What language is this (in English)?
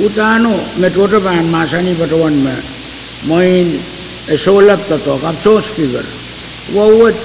Pohnpeian